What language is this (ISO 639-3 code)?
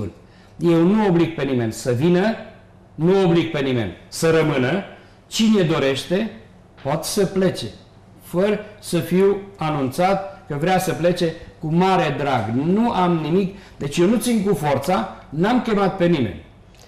ron